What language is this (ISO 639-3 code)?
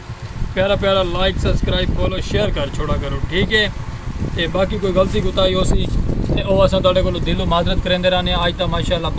skr